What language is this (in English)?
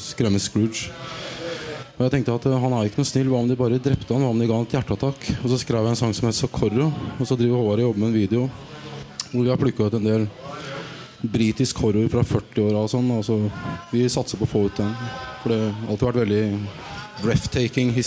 Norwegian